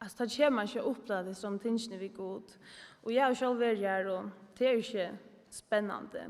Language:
Faroese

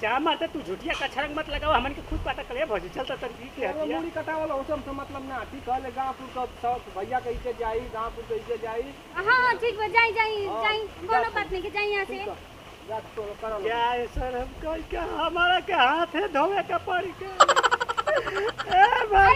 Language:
Bhojpuri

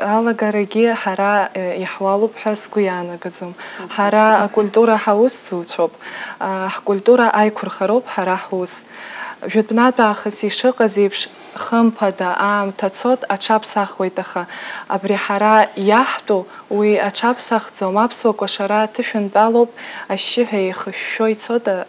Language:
Abkhazian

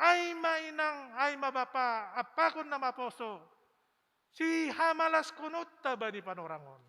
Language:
Batak Simalungun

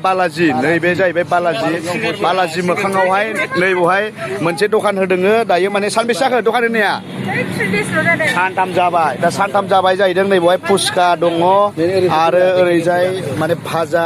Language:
Bodo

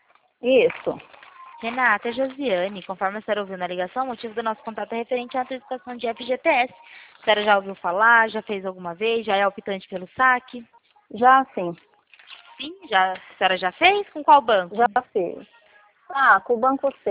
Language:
Portuguese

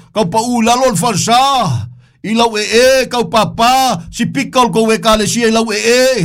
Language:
Samoan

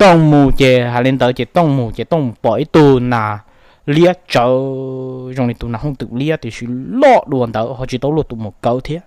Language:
Hmong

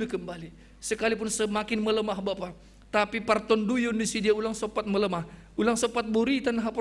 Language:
Batak Simalungun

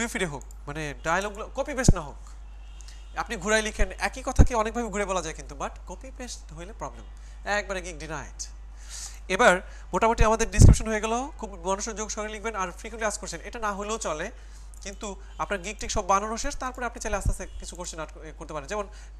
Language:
Bangla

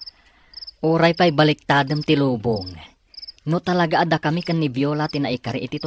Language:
Iloko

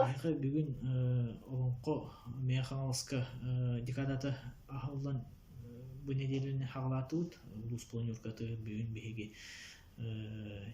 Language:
Yakut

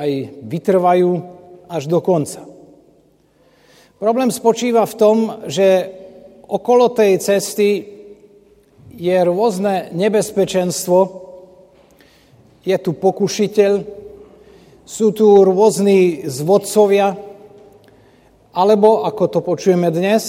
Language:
Slovak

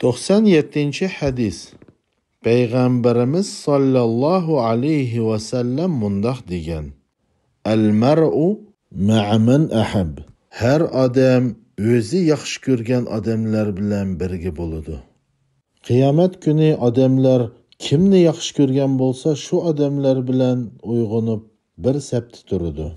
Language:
Uyghur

